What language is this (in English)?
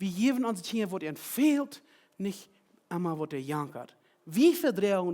Plautdietsch